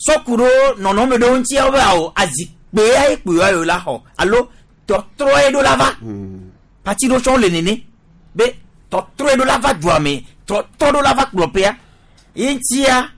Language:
Gen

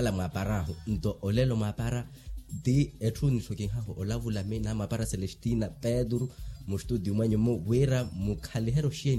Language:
Makhuwa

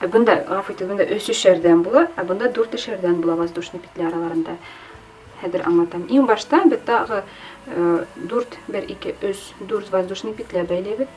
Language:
Bashkir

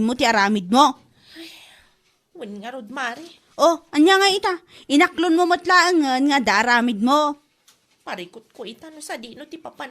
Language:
Iloko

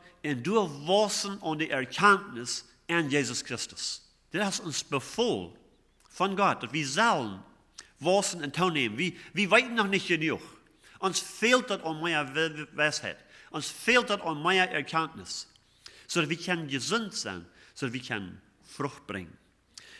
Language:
Plautdietsch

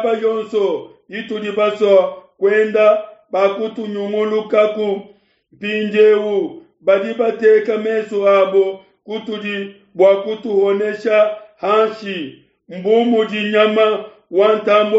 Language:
Luba-Lulua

